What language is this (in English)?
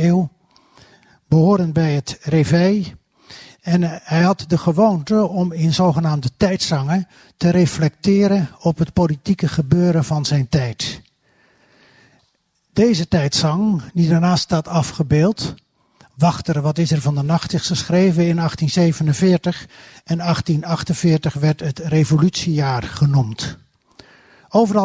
Dutch